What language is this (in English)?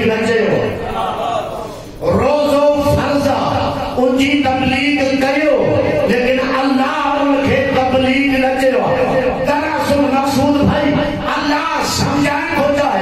Urdu